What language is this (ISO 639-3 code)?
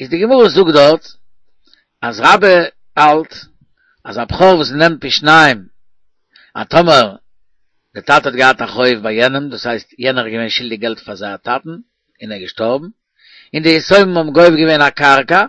yid